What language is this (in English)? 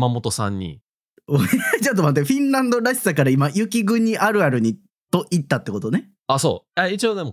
Japanese